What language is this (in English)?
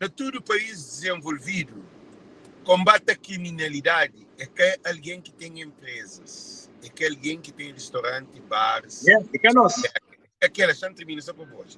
Kabuverdianu